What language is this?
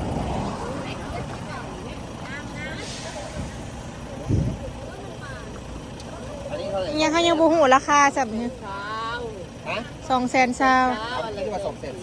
Northeastern Thai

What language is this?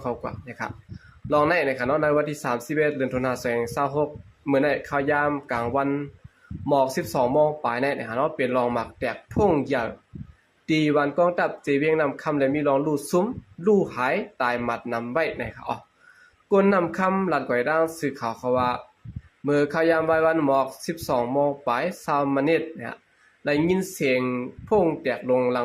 Shan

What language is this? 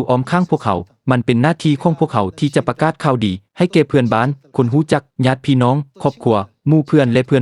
Lao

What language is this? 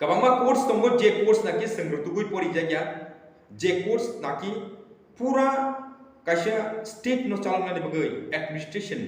Kok Borok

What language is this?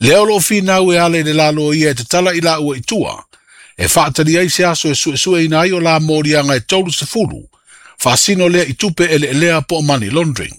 Samoan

